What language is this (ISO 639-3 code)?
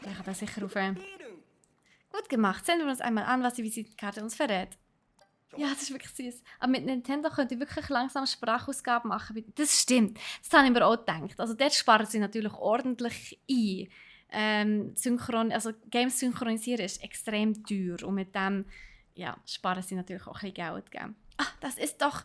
gsw